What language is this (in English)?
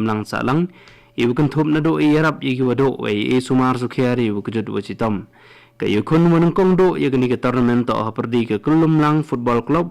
Khasi